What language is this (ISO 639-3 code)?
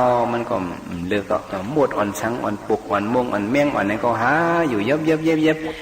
shn